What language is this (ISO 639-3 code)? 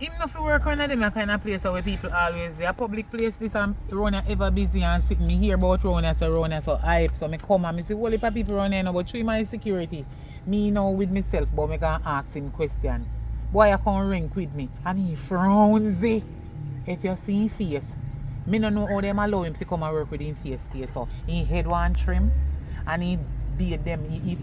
jam